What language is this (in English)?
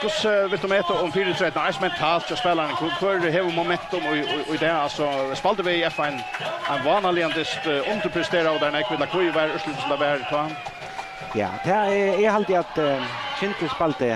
Faroese